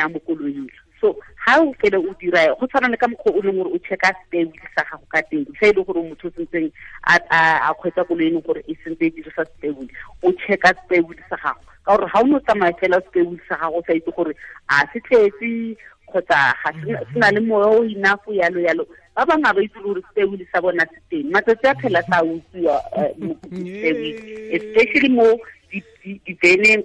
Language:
Tswana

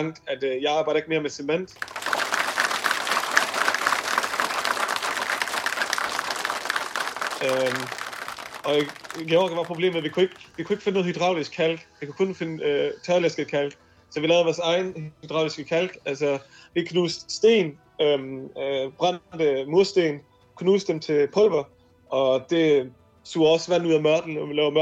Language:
Danish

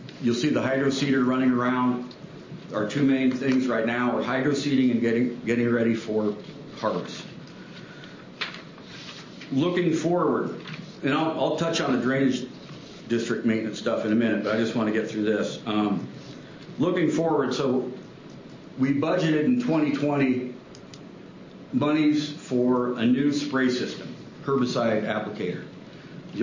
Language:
English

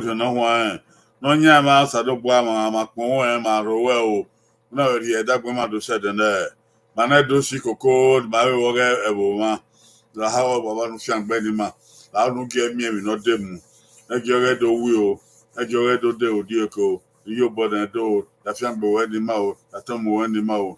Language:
Bini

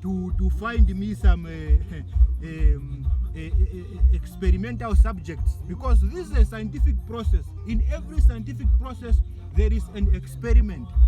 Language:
Ndonga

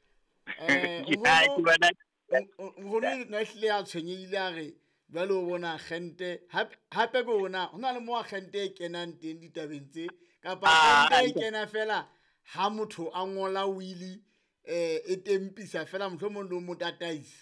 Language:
Southern Sotho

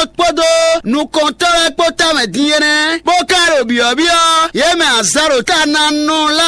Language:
Fon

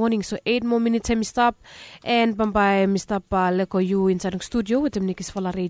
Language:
Bislama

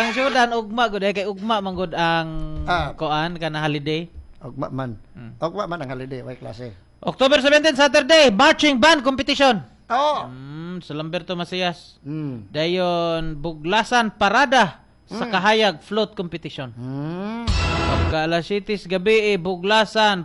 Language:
Cebuano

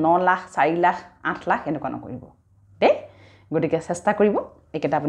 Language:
Assamese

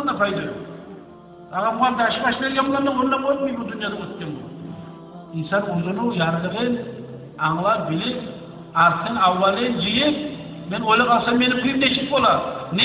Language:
Kumyk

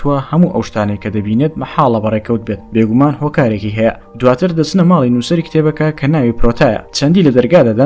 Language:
Central Kurdish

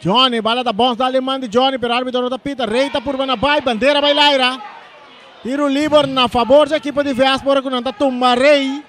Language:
Papiamento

